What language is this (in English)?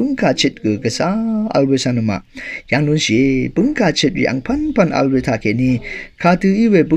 Rawang